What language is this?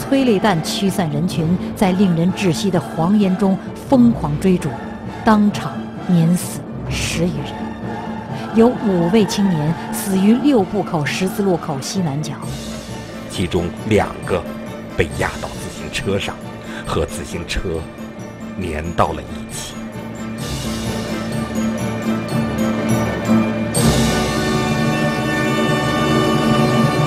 Chinese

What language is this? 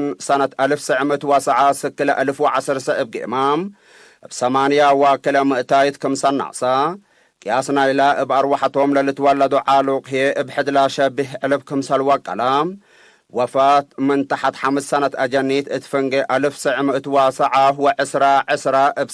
Tigre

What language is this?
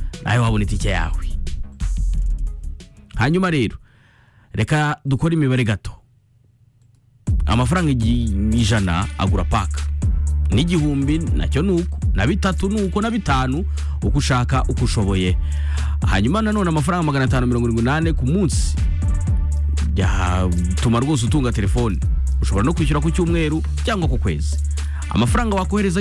Kinyarwanda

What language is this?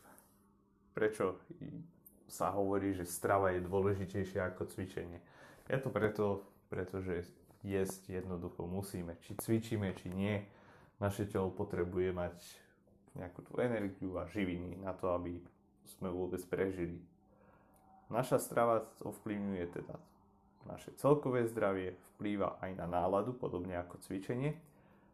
Slovak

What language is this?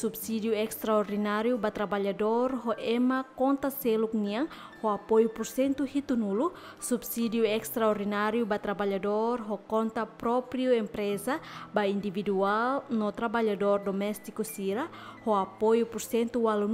Tetum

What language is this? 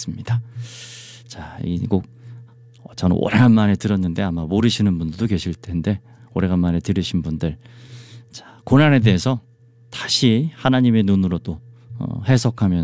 Korean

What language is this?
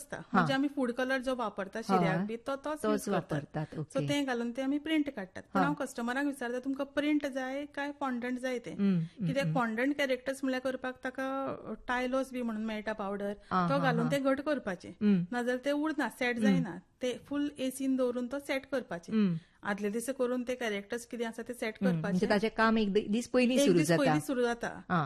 Konkani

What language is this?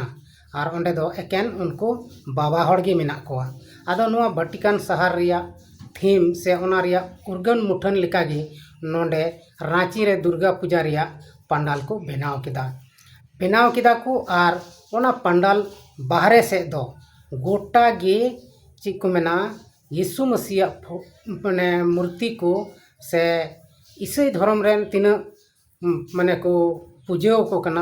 Santali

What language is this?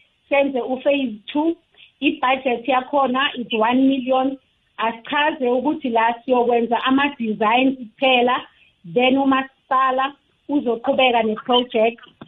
South Ndebele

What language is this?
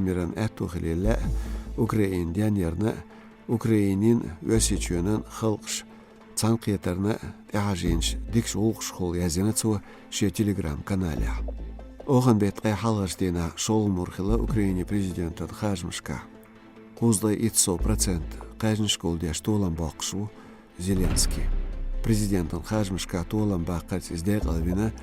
Chechen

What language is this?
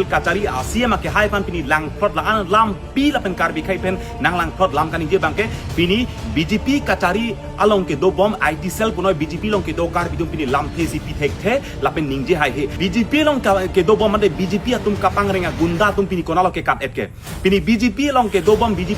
Karbi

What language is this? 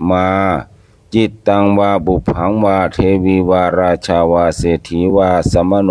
Pali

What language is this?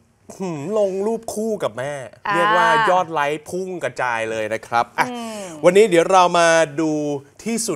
Thai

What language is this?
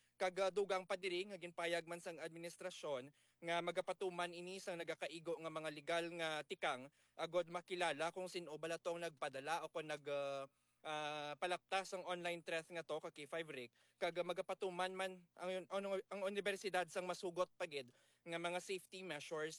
Hiligaynon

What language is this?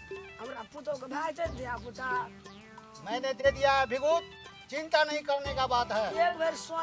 Maithili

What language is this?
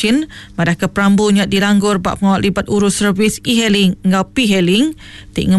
Iban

